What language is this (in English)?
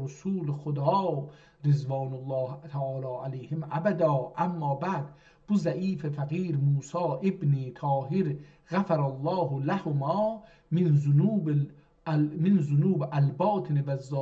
South Azerbaijani